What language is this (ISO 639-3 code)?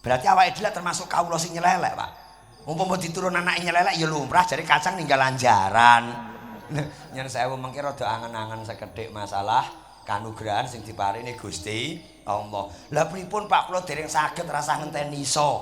jav